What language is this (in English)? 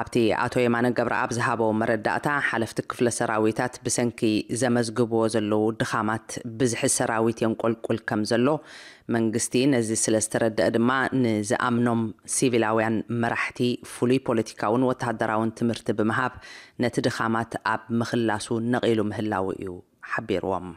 Tigrinya